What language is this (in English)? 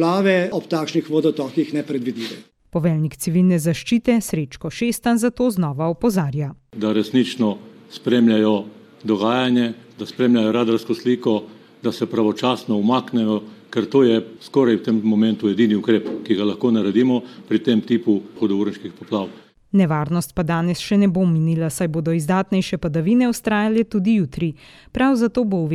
Slovenian